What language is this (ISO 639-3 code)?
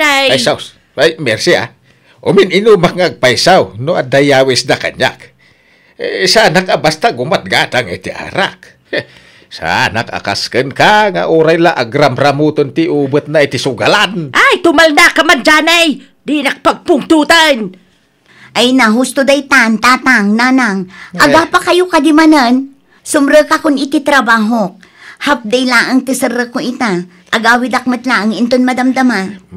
ilo